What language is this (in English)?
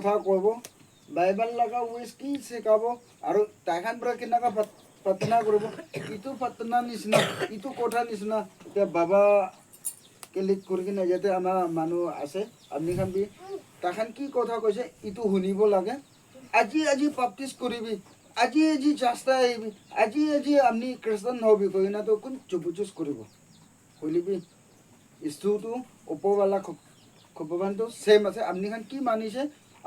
Naga Pidgin